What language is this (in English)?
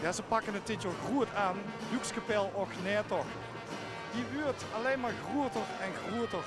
Limburgish